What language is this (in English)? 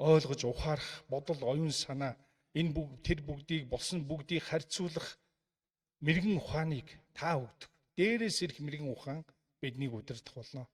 Mongolian